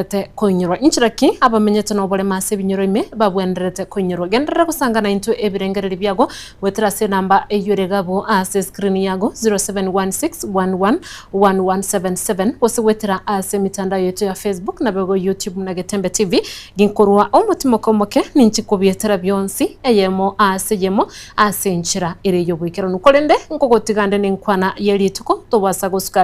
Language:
Gusii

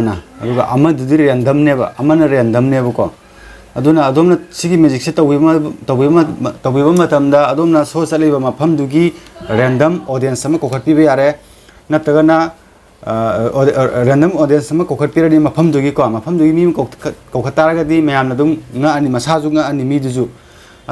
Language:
Manipuri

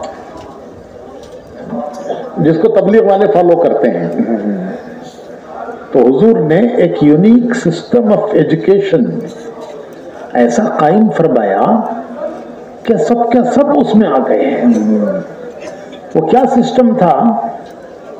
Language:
Urdu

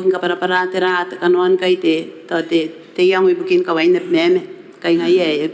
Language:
Gilbertese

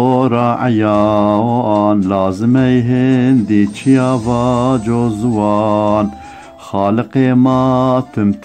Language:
Zaza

